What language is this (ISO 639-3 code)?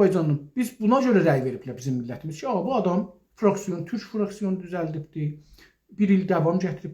azb